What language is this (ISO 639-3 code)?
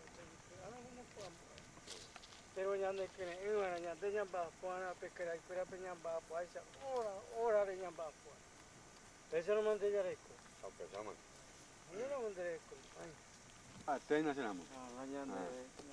grn